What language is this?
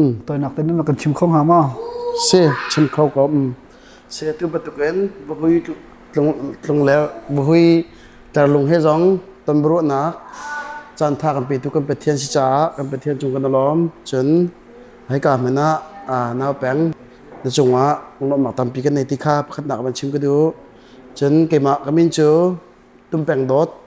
Hakha Chin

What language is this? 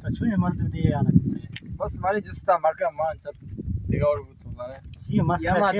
Eastern Balochi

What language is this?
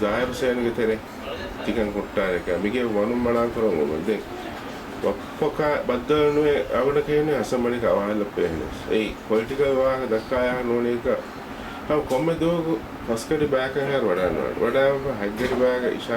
Divehi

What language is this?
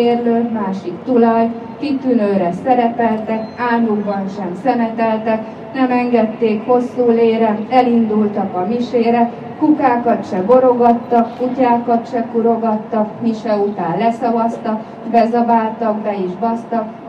Hungarian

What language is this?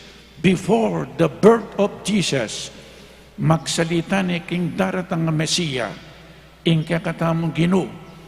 Pampanga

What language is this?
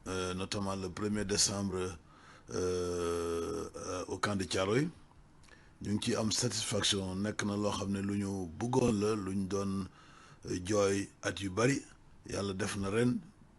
Wolof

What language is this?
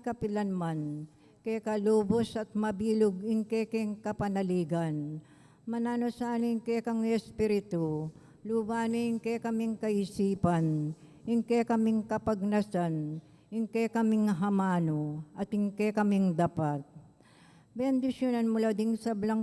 Pampanga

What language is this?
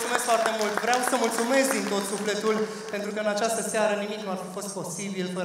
Romanian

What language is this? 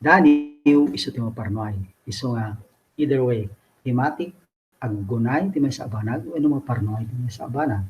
Iloko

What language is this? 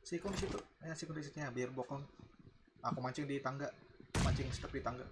Banjar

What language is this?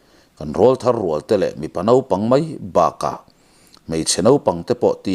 Mizo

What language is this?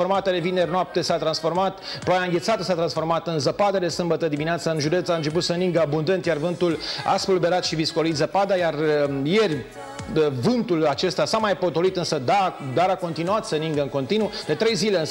Romanian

